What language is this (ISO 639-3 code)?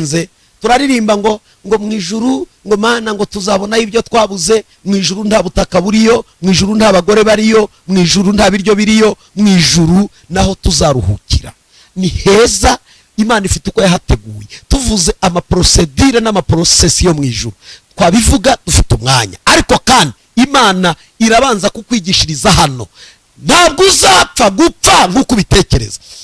kin